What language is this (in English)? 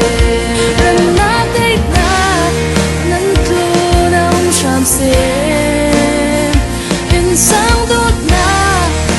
Falam Chin